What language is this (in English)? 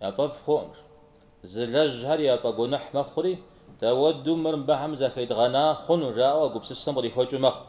Kabardian